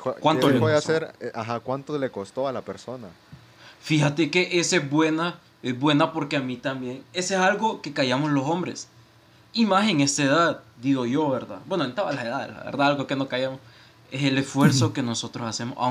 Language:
Spanish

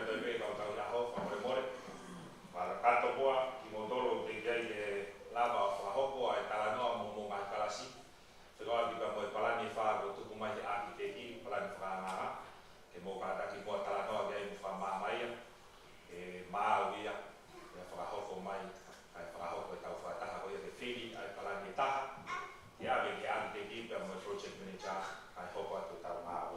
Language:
Tongan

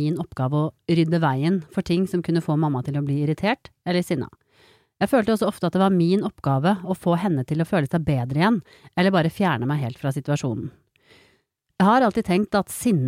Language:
Norwegian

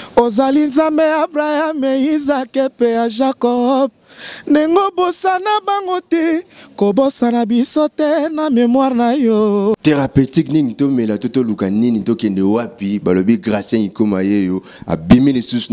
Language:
Lingala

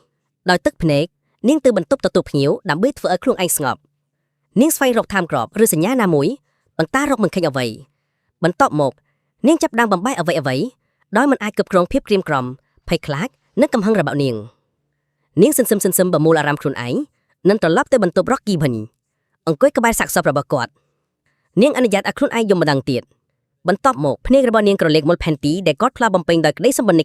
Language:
Khmer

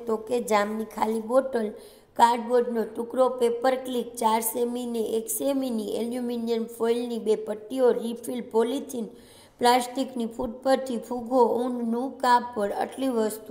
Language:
Gujarati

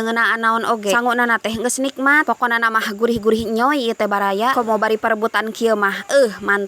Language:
Sundanese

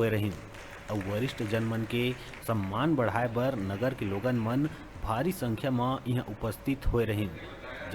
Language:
Chhattisgarhi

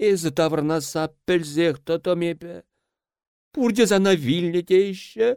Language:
Chuvash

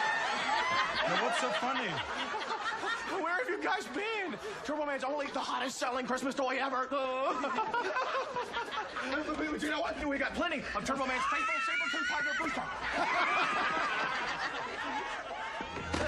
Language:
English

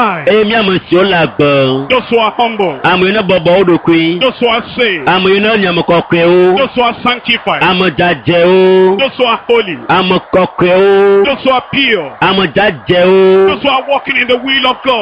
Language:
Ewe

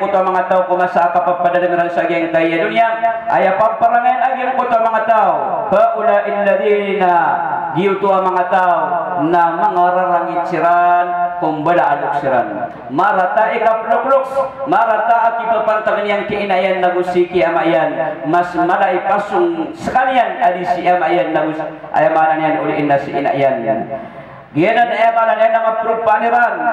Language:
Maranao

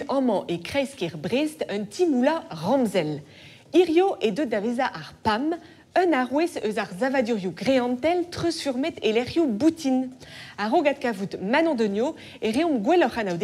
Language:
Breton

